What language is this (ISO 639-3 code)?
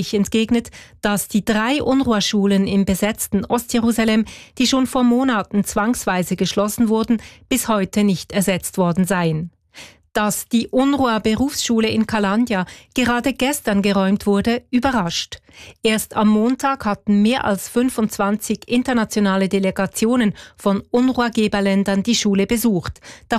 deu